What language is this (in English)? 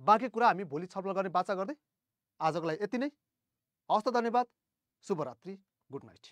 Nepali